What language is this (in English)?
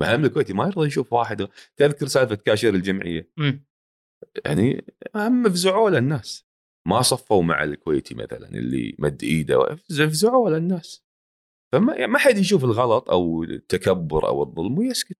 Gulf Arabic